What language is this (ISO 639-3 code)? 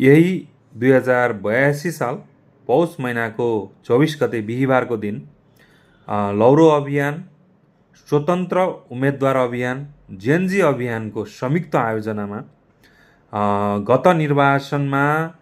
nep